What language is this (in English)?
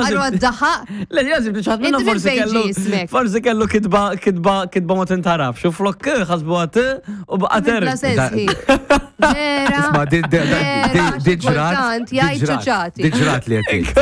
Maltese